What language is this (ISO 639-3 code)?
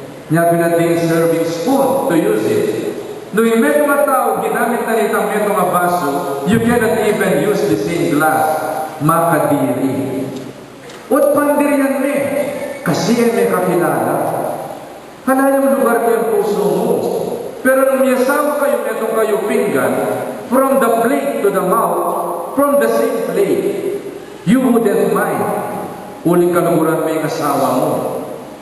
pam